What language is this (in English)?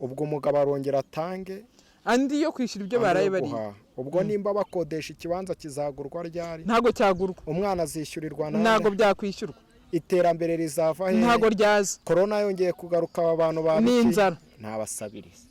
Kinyarwanda